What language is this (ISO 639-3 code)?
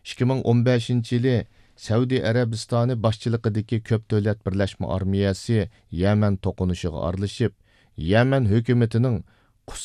uig